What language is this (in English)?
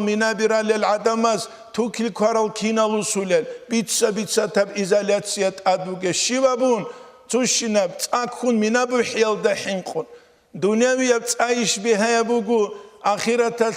Avaric